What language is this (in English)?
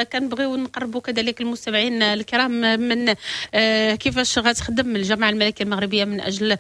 Moroccan Arabic